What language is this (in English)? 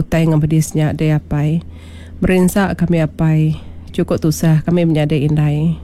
Iban